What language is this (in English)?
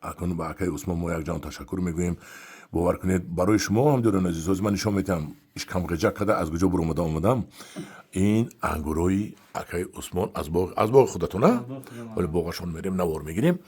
Tajik